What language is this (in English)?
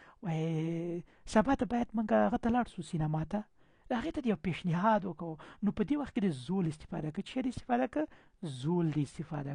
Pashto